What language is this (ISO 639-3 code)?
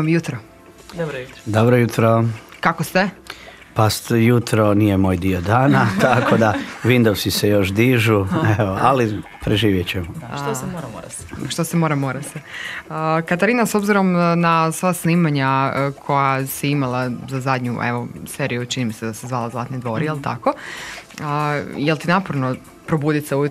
hrv